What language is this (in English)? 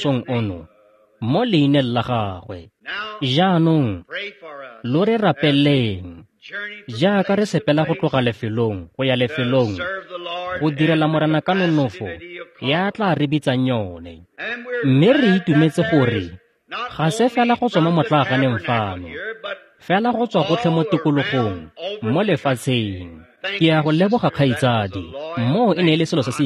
Tswana